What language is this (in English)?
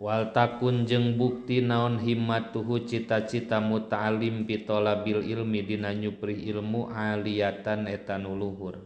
Sundanese